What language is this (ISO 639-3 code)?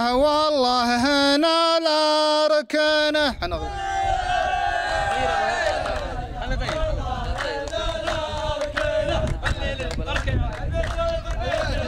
ara